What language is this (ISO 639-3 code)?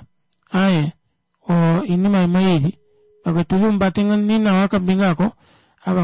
kua